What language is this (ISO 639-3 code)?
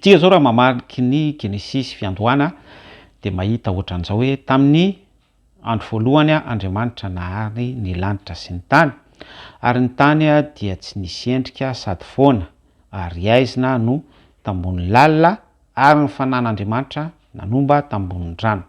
mlg